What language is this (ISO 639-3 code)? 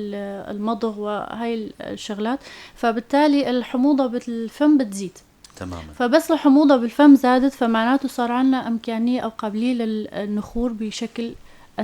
apc